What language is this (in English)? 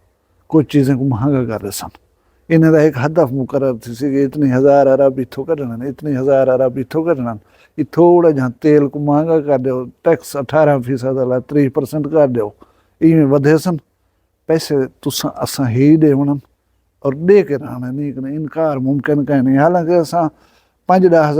Saraiki